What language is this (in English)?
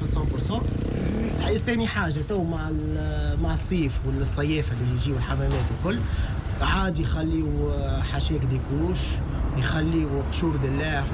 Tunisian Arabic